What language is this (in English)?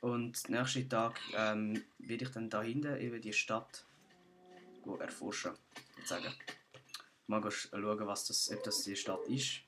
Swiss German